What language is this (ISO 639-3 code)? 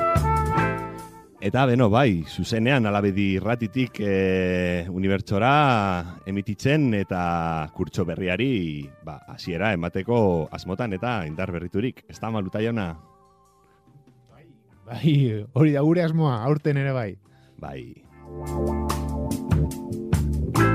eus